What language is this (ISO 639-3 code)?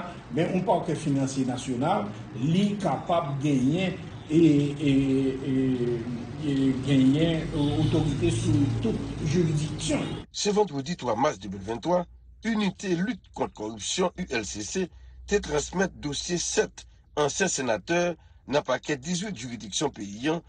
hat